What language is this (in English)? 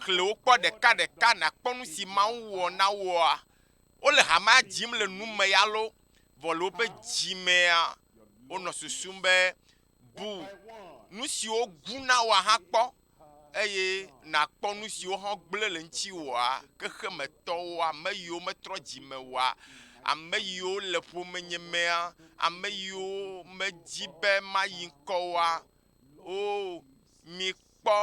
Ewe